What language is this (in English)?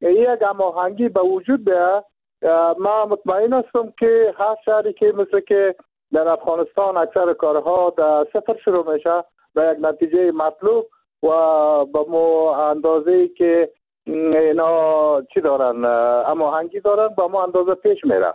Persian